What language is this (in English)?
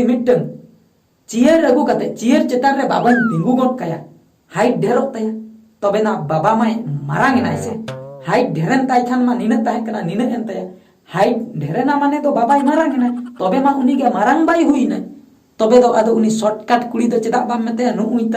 Santali